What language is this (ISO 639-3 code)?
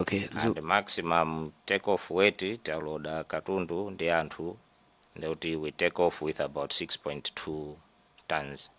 nya